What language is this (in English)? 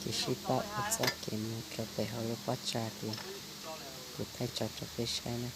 Hmong